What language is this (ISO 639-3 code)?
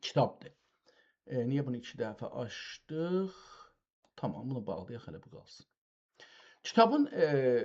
azb